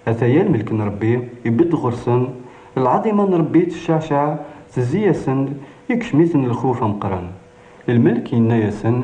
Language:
Kabyle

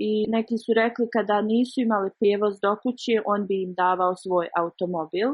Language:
Bosnian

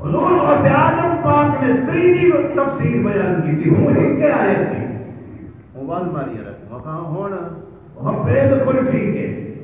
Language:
Saraiki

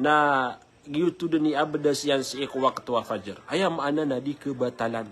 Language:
Maranao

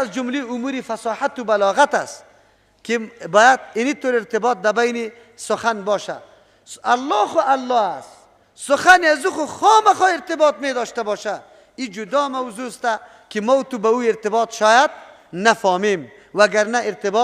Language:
Persian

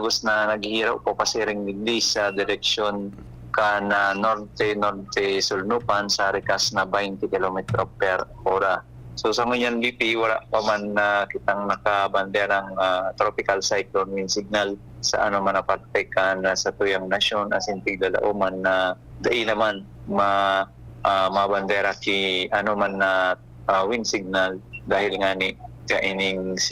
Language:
Bikol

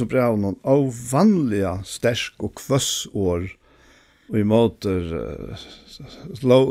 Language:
Faroese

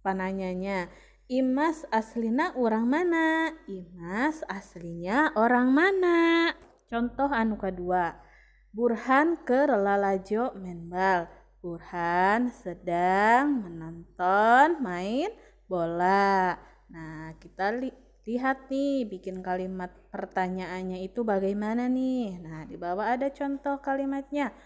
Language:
Sundanese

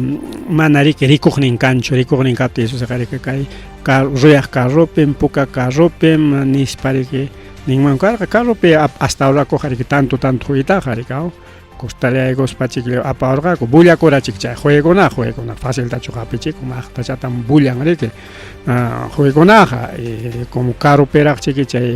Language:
Ayacucho Quechua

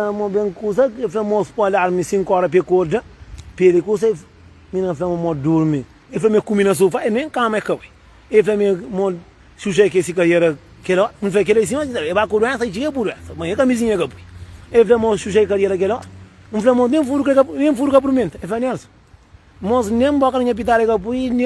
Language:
Kabuverdianu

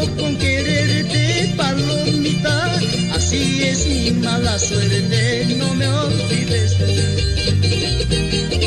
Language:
Spanish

